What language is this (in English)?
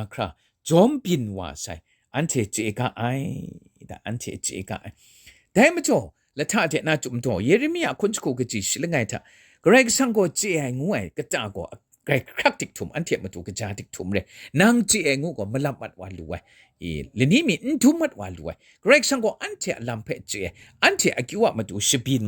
Kachin